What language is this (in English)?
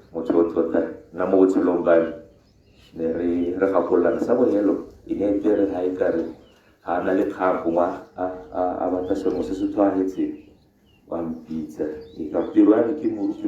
Tswana